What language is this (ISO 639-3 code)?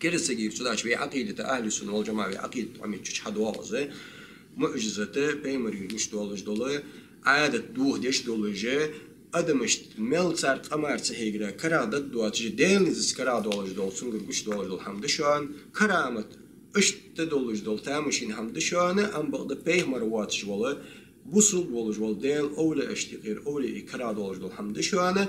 inh